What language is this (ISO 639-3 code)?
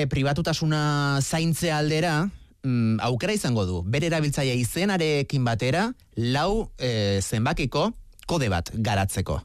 eus